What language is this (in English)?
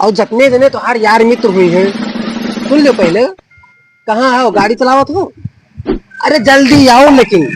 Awadhi